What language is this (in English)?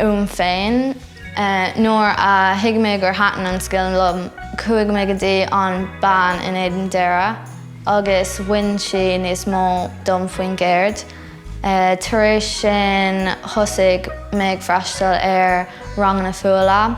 Irish